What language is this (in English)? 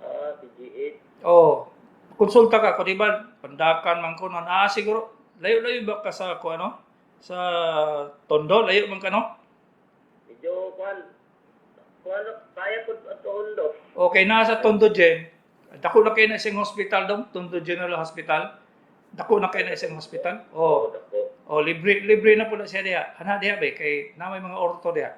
Cebuano